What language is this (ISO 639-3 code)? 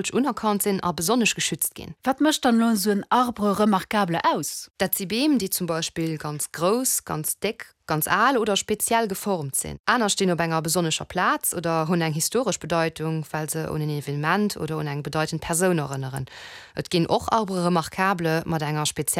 ltz